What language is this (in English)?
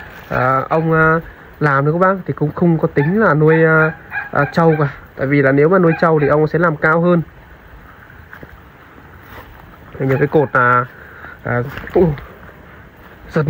Vietnamese